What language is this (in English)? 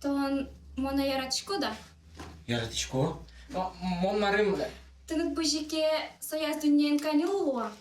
Udmurt